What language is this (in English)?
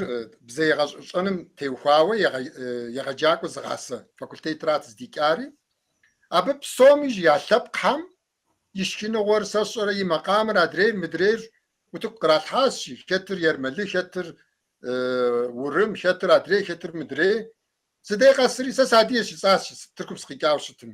Kabardian